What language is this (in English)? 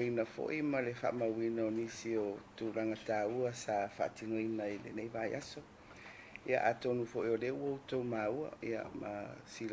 Samoan